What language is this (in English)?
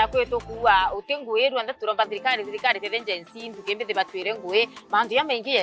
Meru